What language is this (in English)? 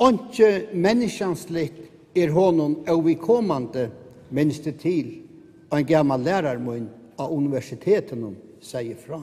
Faroese